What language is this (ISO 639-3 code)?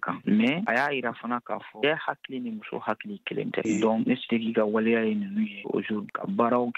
bam